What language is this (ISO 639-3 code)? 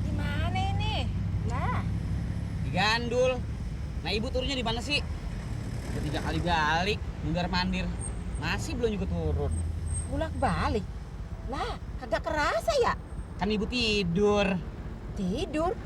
bew